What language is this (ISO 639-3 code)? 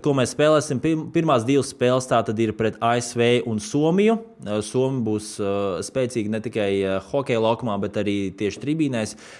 lav